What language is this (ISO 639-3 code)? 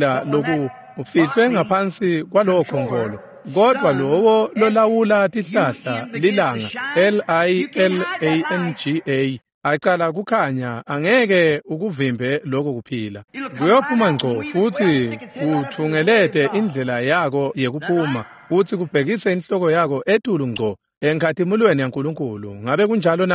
ssw